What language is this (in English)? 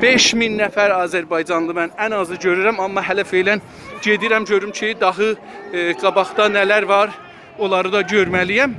South Azerbaijani